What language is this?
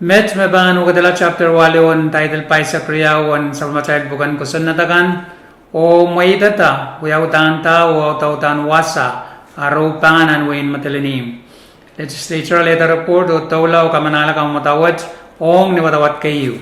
Pohnpeian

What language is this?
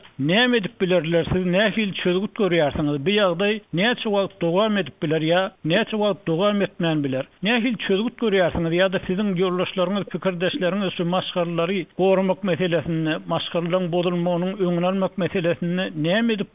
Turkmen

